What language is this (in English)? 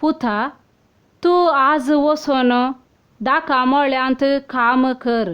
Konkani